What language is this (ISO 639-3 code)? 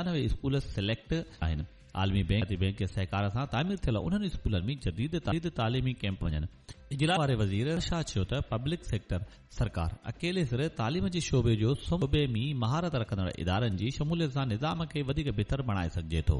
snd